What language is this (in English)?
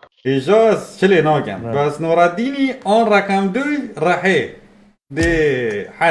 Kurdish